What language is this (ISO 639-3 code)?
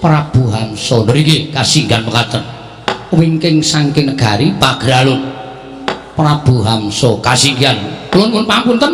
jav